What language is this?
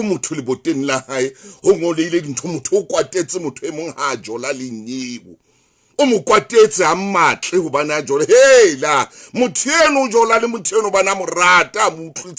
Southern Sotho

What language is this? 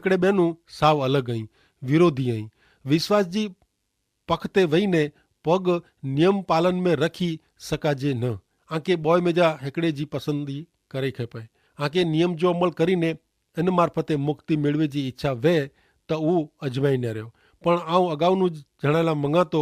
Kachhi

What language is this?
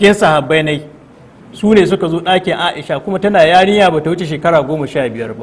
Hausa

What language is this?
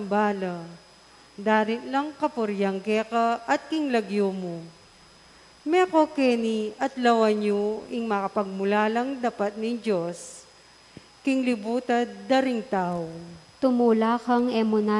Pampanga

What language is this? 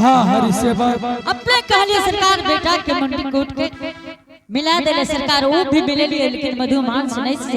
Angika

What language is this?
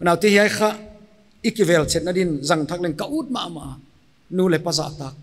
Paite Chin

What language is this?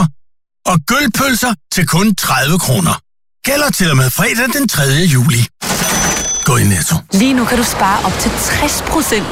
Danish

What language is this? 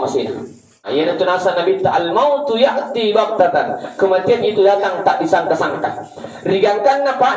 Buginese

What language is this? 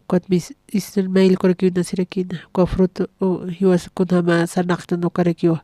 Aymara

